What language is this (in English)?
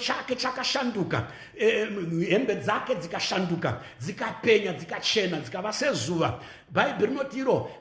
Shona